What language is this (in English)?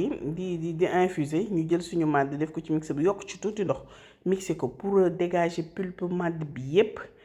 Wolof